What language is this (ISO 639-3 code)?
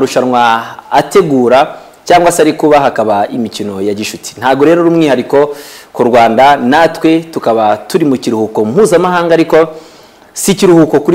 kin